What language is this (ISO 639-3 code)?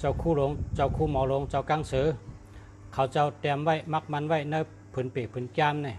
shn